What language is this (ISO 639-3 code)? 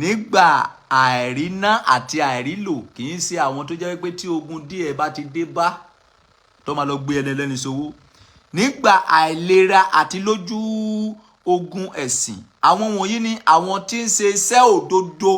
yor